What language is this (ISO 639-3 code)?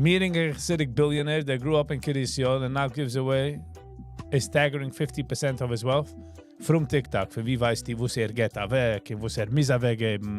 yid